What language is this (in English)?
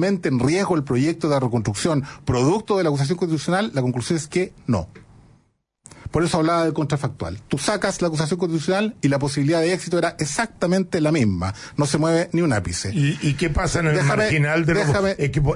Spanish